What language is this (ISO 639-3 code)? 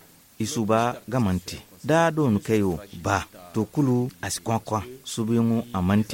dje